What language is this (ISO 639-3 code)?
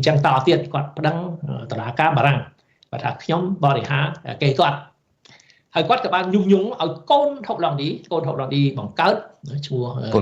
khm